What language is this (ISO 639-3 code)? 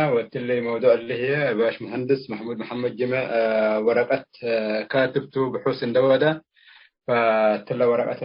tig